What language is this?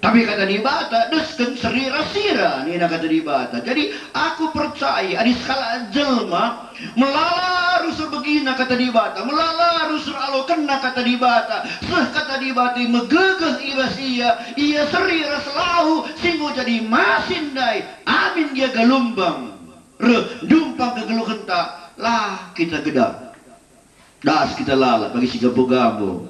Batak Karo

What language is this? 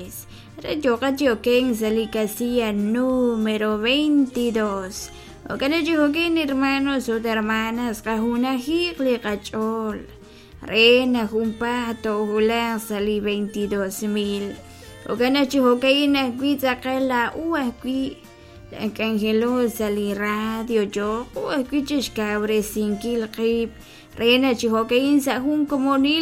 Kekchí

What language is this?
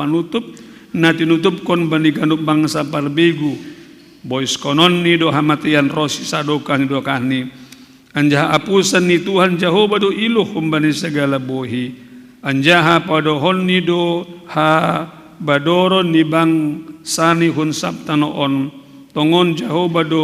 Batak Simalungun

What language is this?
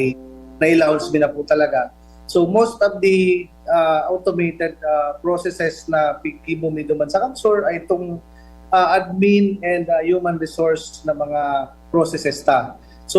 Bikol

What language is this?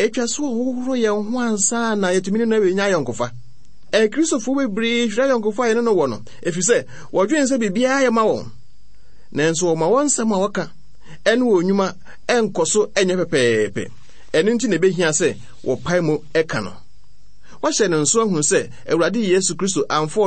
Akan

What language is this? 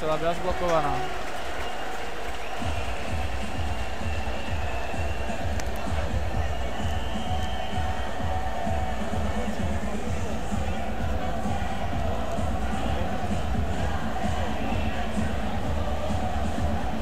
Czech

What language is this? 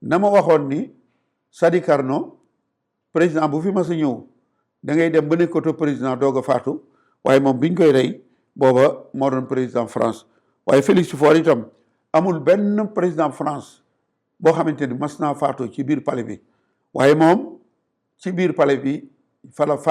Wolof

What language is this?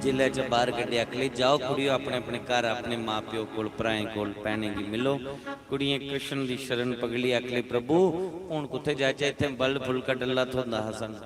Dogri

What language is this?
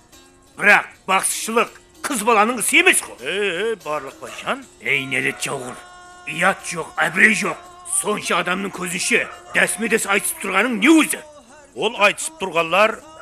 Kara-Kalpak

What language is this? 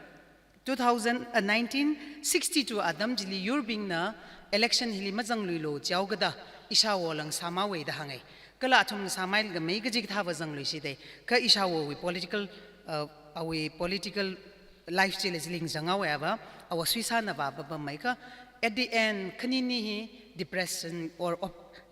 Tangkhul Naga (India)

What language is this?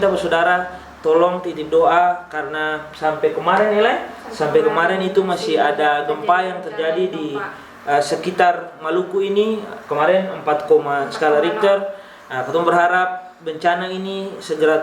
Ambonese Malay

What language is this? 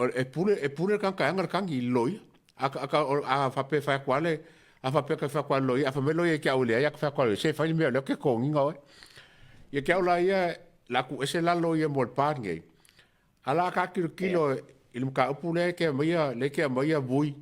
Samoan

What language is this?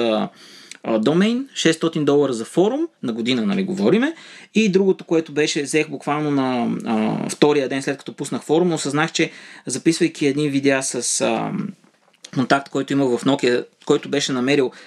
Bulgarian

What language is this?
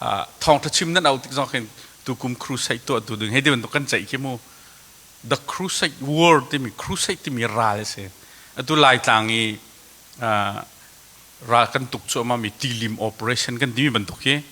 Hakha Chin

